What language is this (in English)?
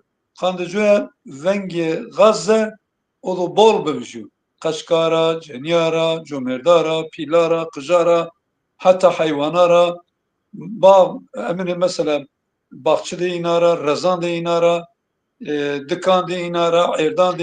Zaza